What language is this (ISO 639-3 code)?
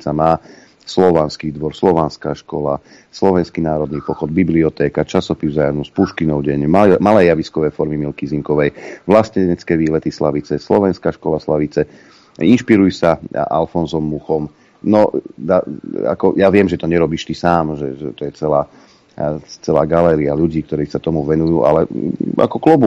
slk